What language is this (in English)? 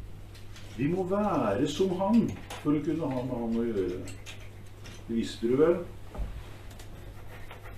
Norwegian